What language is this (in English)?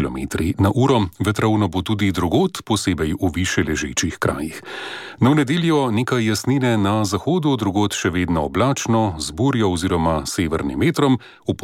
Slovenian